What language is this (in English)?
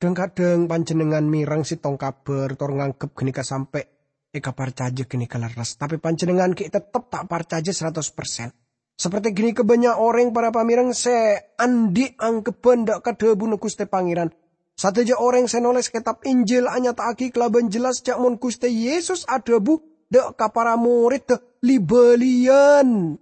Madurese